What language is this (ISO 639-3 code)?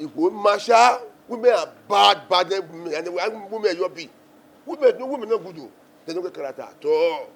bin